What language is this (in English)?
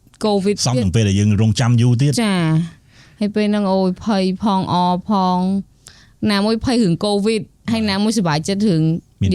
Khmer